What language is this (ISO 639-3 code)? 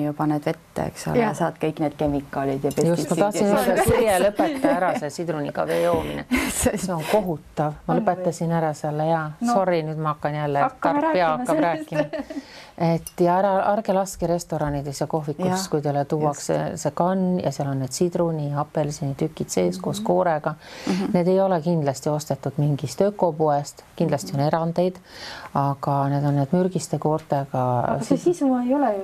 est